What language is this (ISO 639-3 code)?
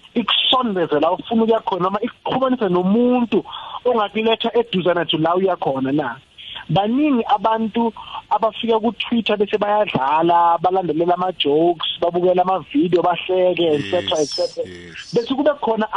nbl